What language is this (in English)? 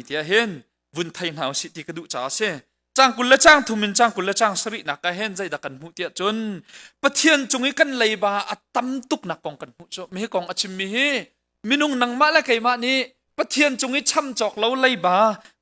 Hakha Chin